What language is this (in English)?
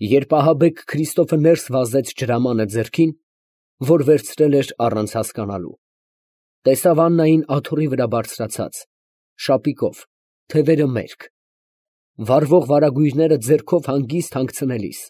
Armenian